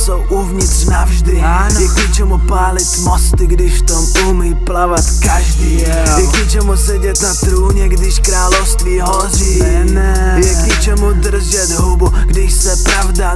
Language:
Czech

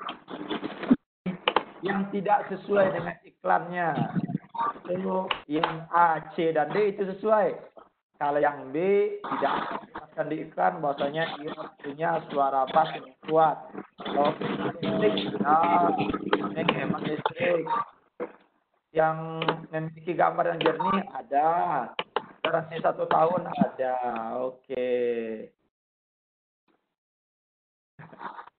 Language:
Indonesian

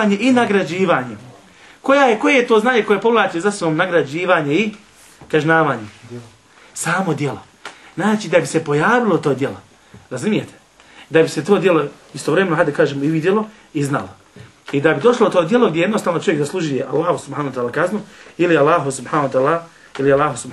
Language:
Bosnian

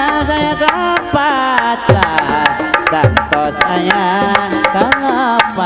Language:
Sundanese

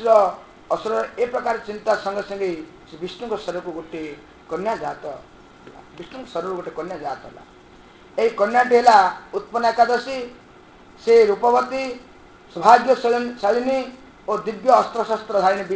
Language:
Odia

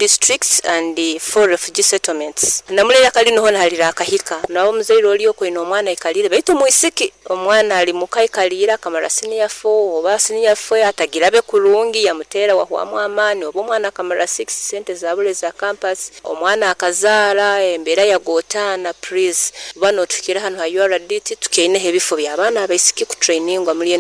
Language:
Nyoro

